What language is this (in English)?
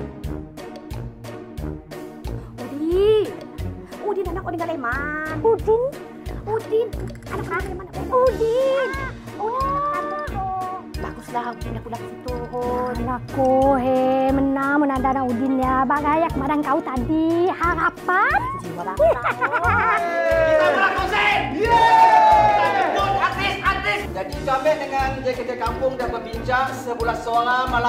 Malay